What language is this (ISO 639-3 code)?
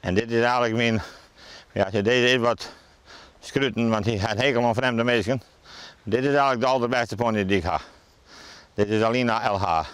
fry